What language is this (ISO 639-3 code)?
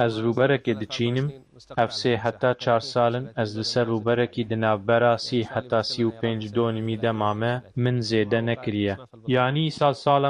kur